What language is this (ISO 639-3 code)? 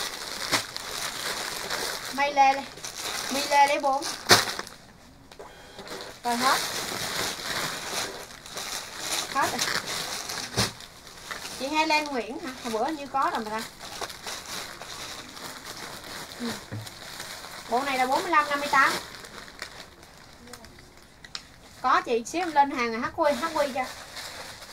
vie